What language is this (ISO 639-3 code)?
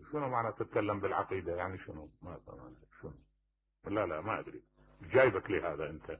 acm